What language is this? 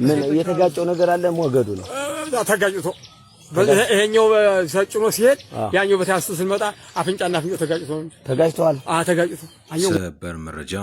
Amharic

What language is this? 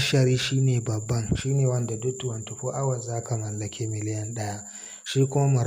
Hausa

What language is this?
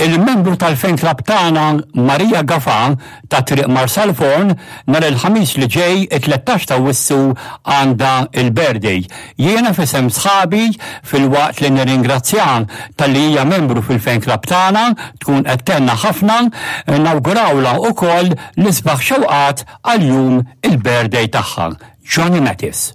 Maltese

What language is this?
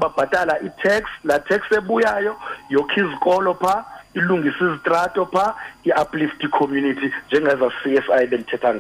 Xhosa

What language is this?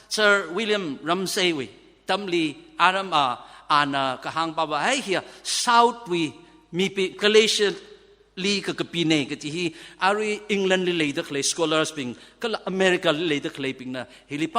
Tangkhul Naga (India)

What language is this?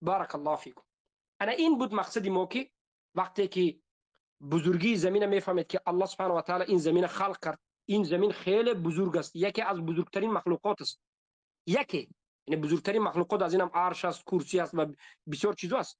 Tajik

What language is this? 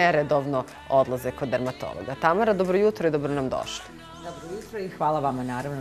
Bosnian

